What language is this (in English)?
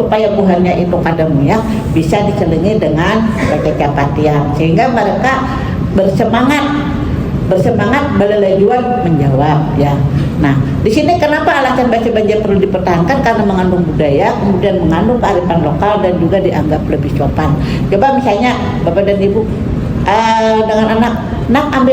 Banjar